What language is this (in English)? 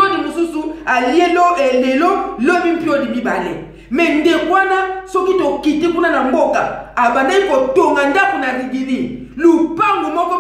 Lingala